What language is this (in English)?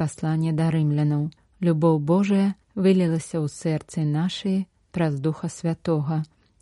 Belarusian